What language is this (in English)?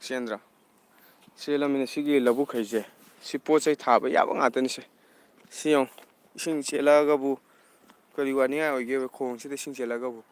Manipuri